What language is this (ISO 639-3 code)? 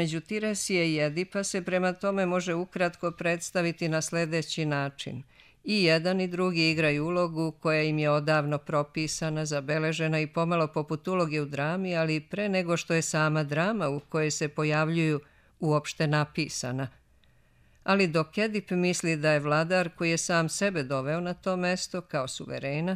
srp